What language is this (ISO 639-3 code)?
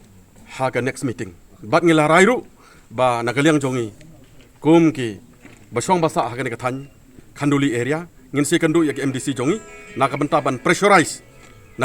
kha